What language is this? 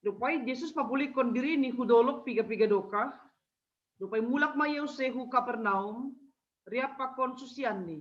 Batak Simalungun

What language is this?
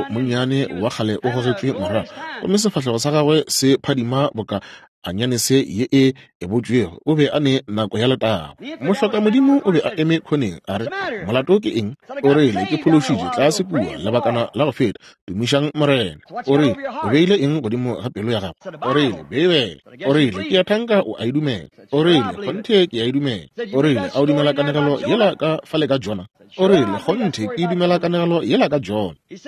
Northern Sotho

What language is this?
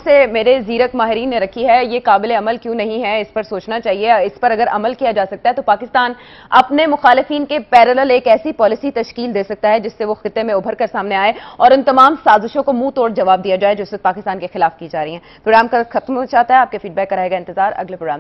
Urdu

